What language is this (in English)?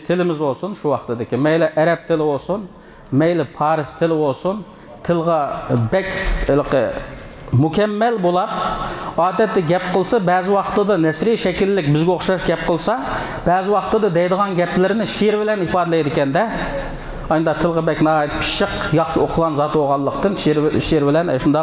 Uyghur